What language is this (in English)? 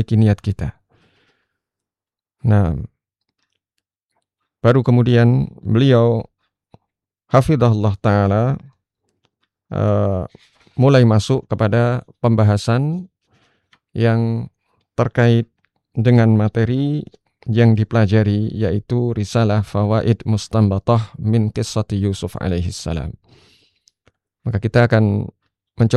Indonesian